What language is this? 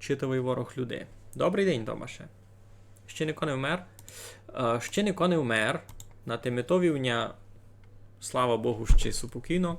Rusyn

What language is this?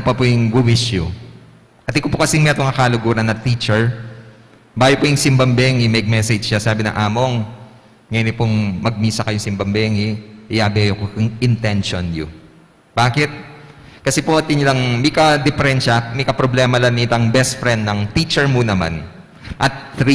Pampanga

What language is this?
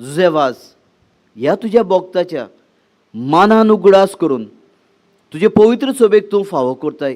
Konkani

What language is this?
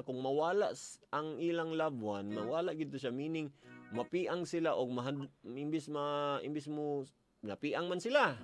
Cebuano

